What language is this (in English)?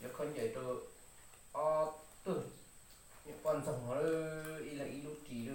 Hmong